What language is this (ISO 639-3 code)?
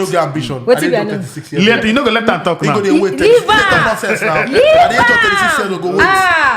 pcm